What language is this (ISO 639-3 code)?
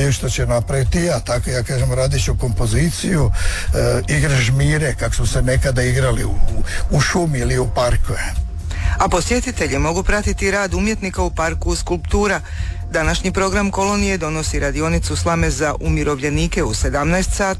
hrv